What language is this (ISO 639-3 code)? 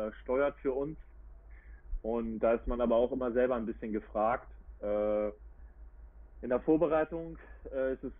deu